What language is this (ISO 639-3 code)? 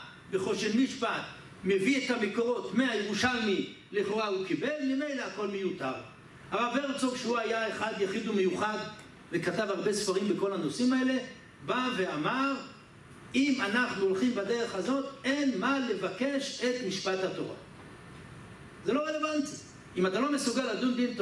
heb